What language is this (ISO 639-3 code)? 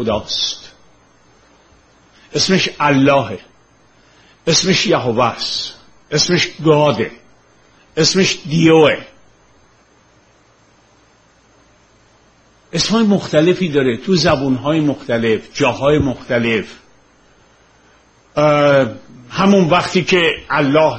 fas